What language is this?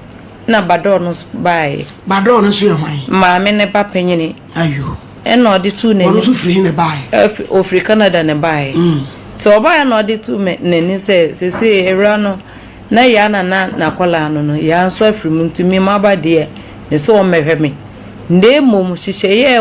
Akan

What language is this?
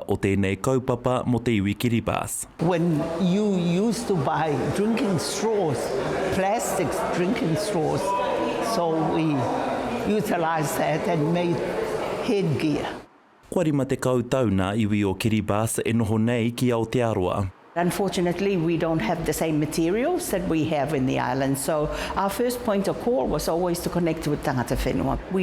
Māori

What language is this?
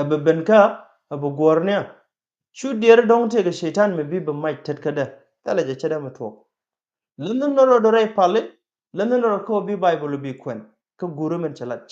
Nuer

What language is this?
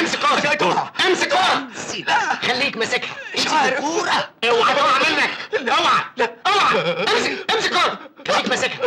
Egyptian Arabic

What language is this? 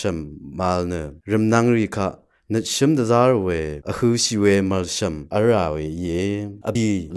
Rawang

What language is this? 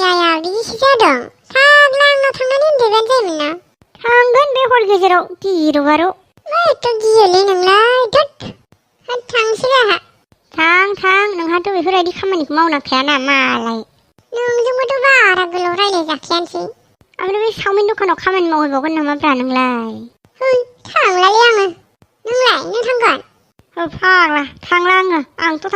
Bodo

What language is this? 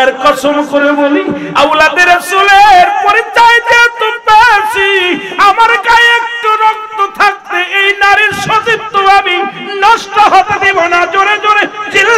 Bangla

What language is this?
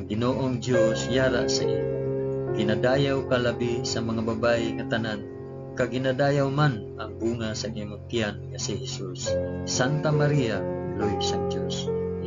Hiligaynon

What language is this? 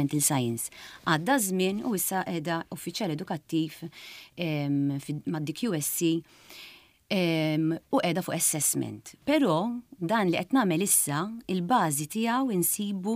Maltese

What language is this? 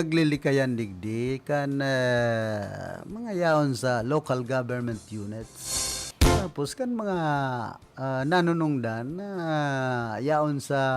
Bikol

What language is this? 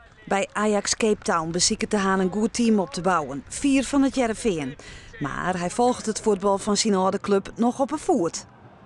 Western Frisian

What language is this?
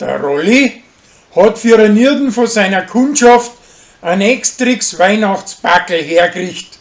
Bavarian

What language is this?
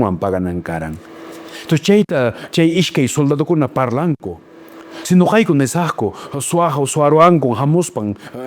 Quechua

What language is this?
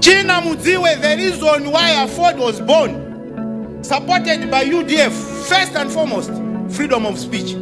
Nyanja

